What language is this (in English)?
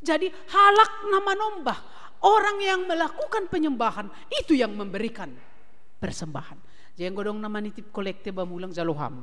Batak Simalungun